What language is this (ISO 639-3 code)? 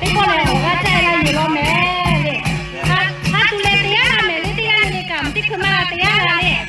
lhu